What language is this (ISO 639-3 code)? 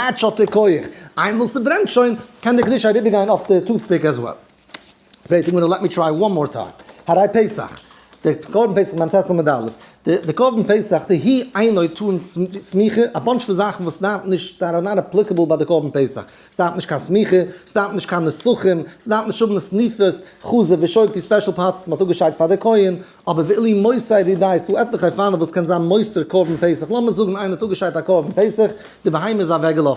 yid